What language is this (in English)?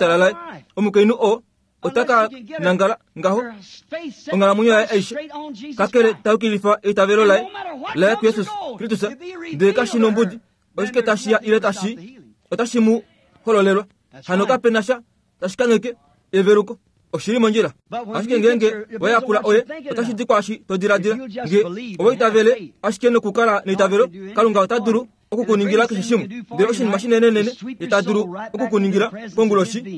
Kuanyama